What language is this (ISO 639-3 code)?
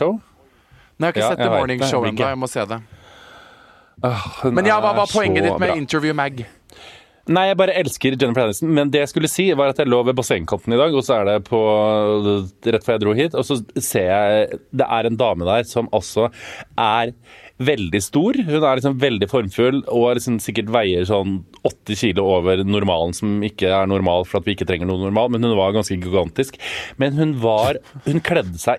nor